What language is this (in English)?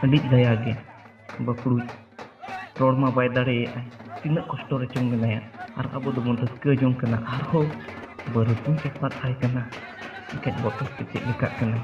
Santali